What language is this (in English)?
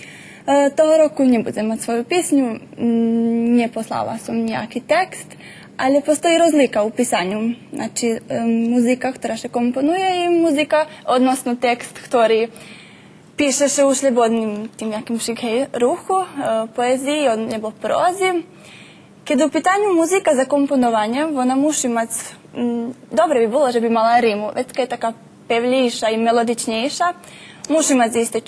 Rusyn